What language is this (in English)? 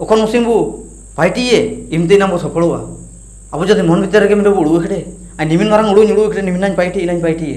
Ho